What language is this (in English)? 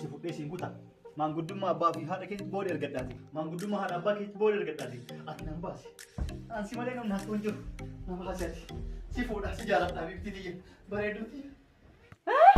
Oromo